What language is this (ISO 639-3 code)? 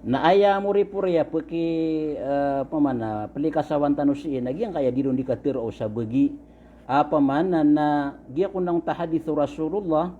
mrw